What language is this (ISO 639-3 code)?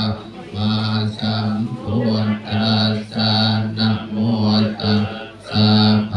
pli